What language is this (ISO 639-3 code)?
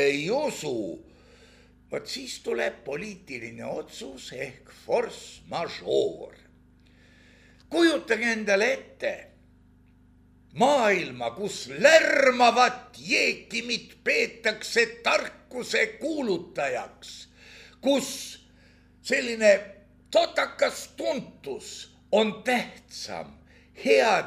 est